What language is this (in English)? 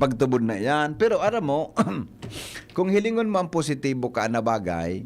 Bikol